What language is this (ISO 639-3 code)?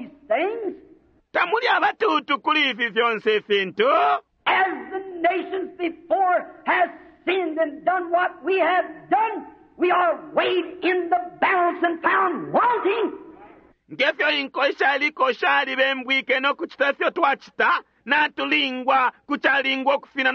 bem